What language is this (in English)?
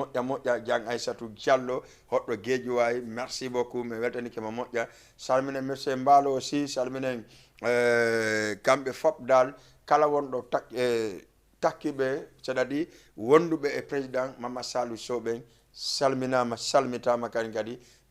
Fula